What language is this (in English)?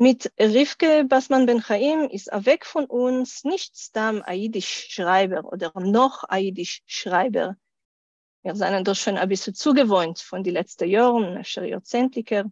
Yiddish